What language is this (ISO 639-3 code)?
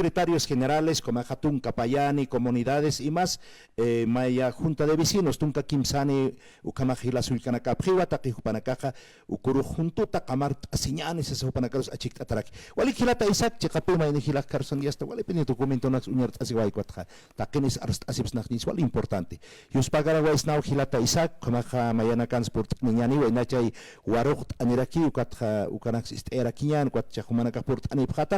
aym